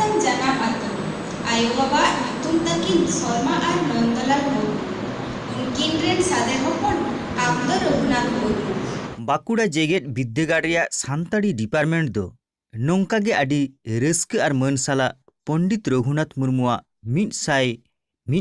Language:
Santali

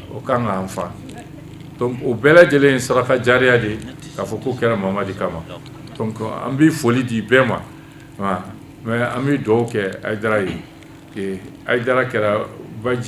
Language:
Bambara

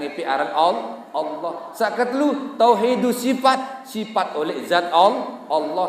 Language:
Sasak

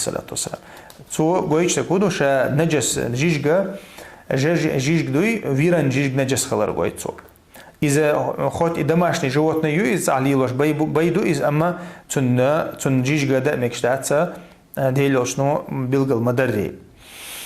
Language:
Chechen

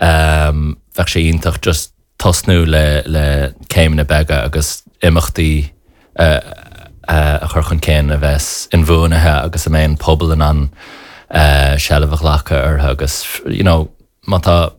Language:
Irish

